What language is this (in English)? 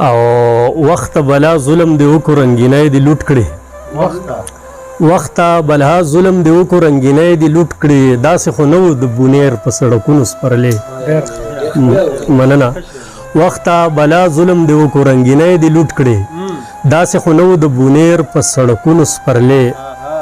Pashto